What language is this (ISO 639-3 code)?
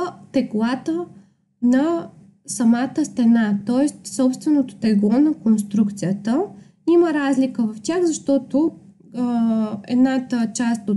bul